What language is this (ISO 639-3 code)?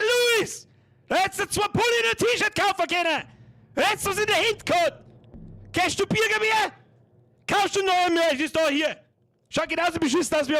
bar